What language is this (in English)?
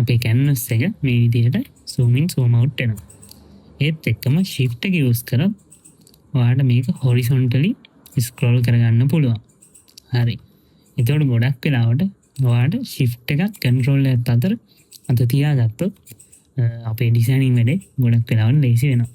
Sinhala